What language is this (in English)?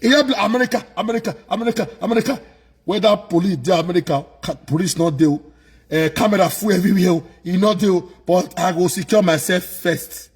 Nigerian Pidgin